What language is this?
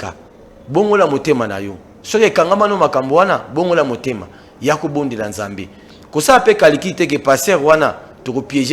Lingala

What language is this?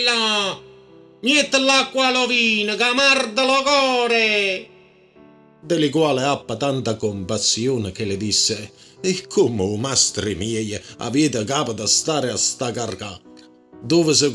Neapolitan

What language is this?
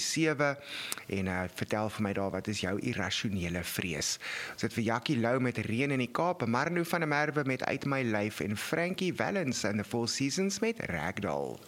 Afrikaans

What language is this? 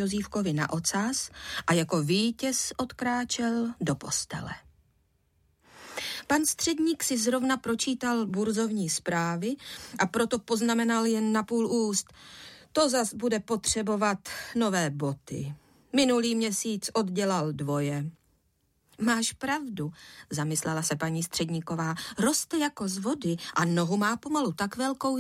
Czech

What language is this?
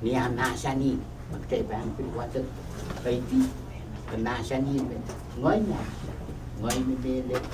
Pohnpeian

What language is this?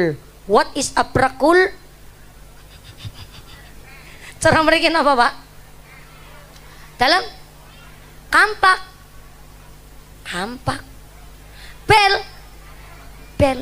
Indonesian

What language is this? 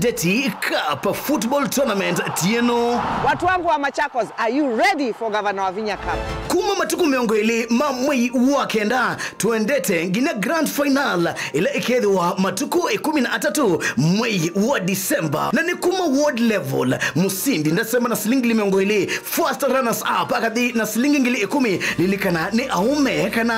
Kamba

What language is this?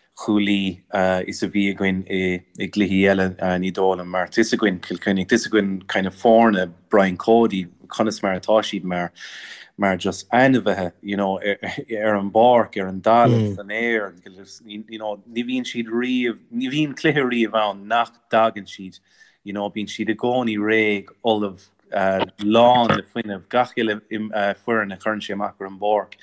Irish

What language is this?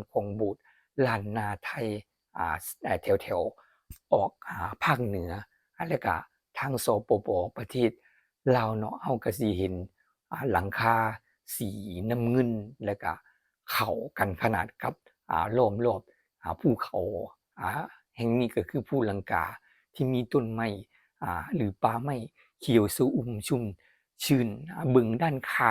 Northeastern Thai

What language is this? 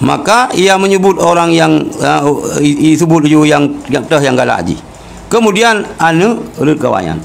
Achinese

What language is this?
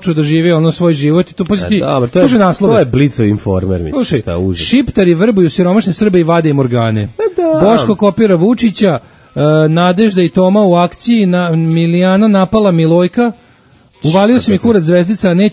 Serbian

